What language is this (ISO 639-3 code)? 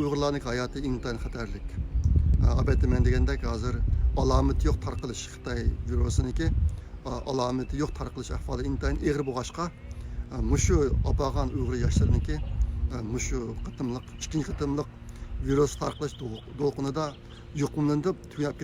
uig